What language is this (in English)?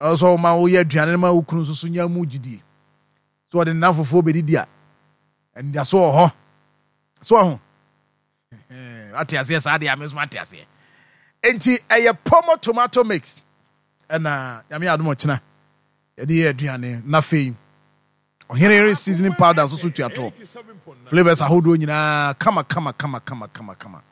Akan